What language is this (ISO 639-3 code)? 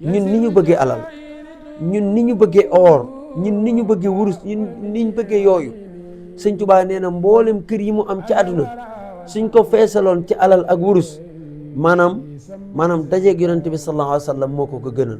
wol